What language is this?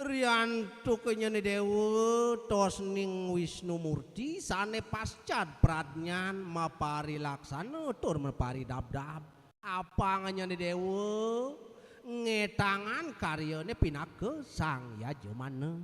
Balinese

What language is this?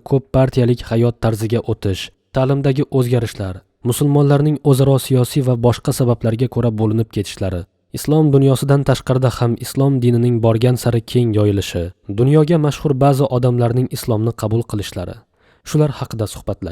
Uzbek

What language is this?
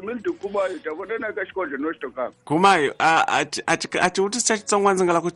Tsonga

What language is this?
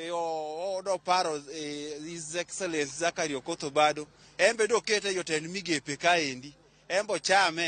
Luo (Kenya and Tanzania)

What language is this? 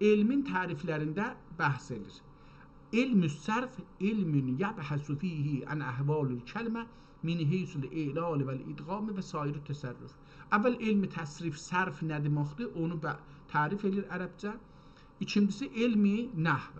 South Azerbaijani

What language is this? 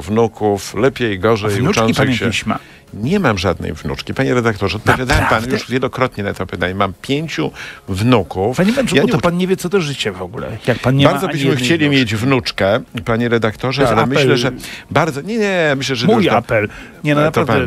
Polish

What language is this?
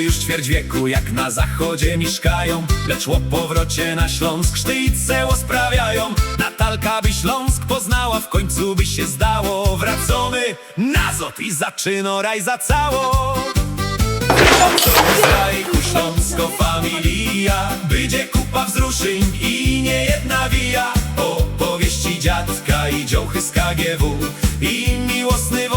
Silesian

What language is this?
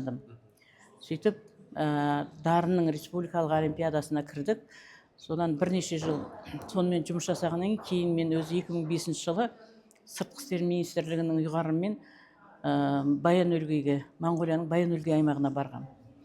Kazakh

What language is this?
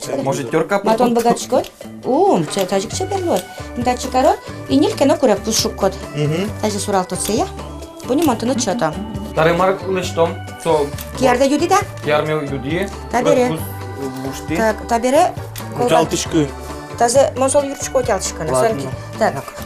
Udmurt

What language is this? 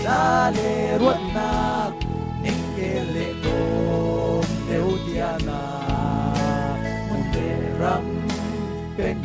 Falam Chin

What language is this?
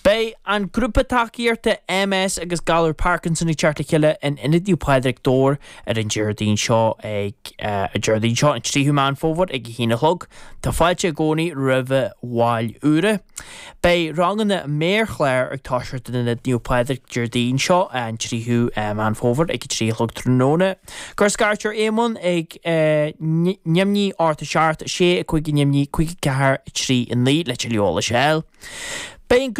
Irish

